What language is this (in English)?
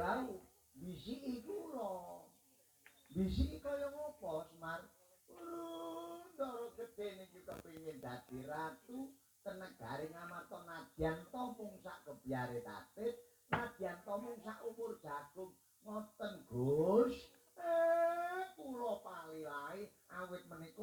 Javanese